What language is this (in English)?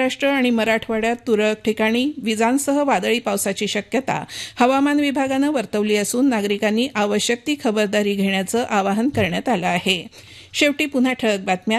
Marathi